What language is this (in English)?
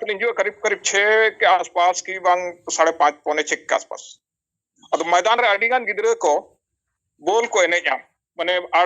Santali